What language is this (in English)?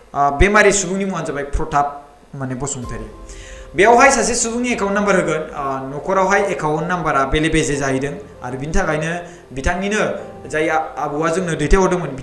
Bodo